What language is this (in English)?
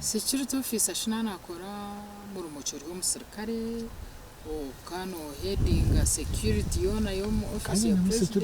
Nyankole